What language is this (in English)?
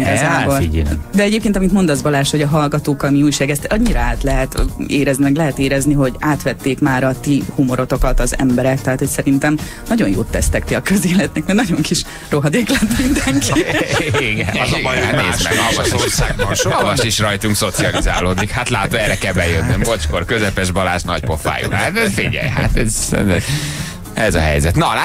Hungarian